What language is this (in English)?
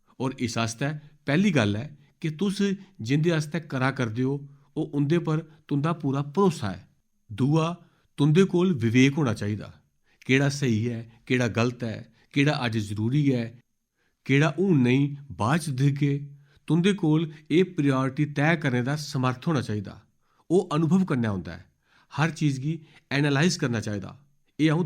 Dogri